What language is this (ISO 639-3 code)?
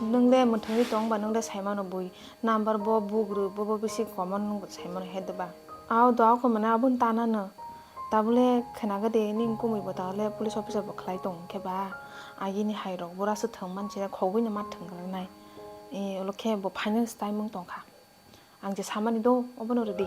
trp